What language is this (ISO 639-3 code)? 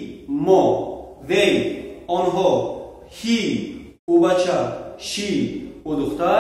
tgk